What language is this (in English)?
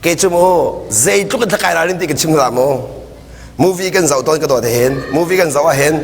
Hakha Chin